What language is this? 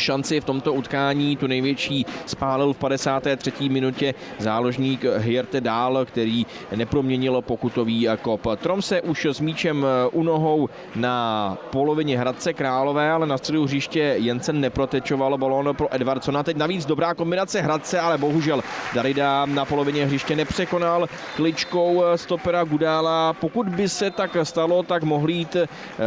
Czech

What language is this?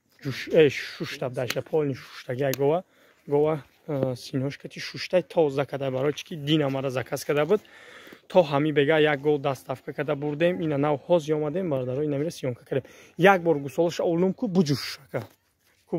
Tajik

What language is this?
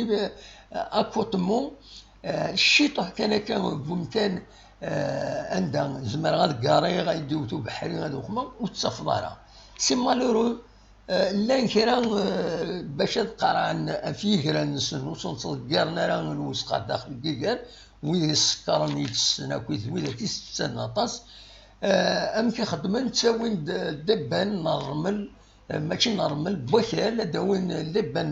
Kabyle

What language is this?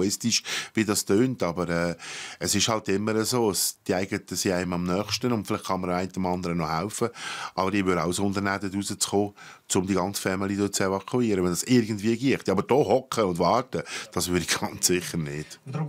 Swiss German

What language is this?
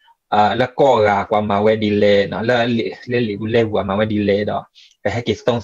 S'gaw Karen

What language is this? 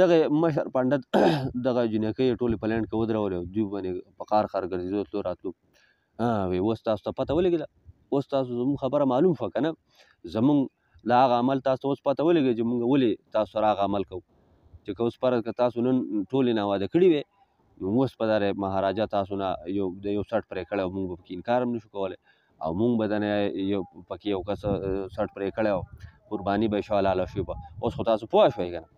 Pashto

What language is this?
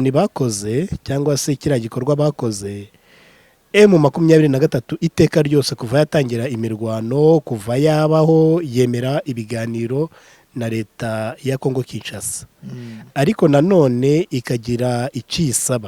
Kinyarwanda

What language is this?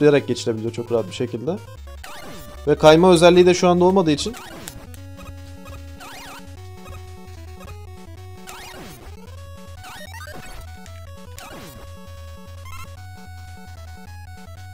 Turkish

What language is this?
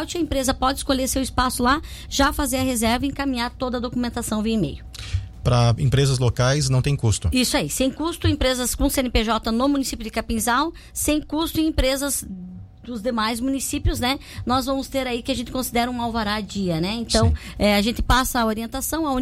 Portuguese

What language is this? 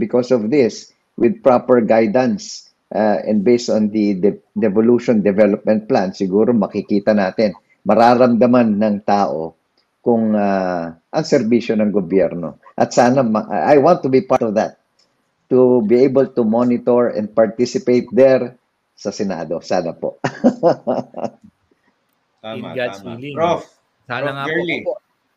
Filipino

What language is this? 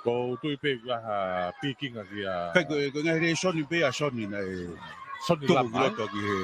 Tongan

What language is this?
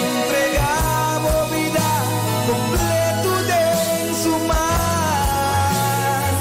Papiamento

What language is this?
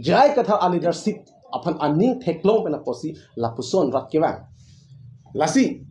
Karbi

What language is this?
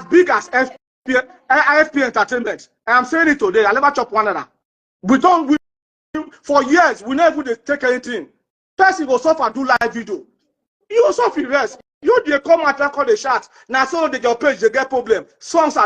Nigerian Pidgin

